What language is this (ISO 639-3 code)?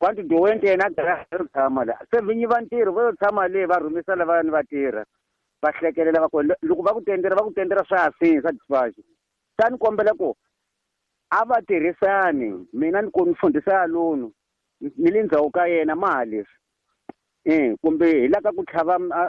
tso